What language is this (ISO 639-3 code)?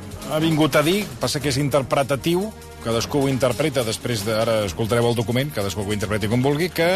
cat